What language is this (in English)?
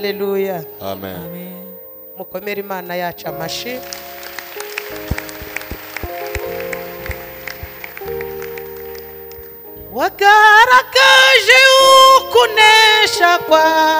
Kinyarwanda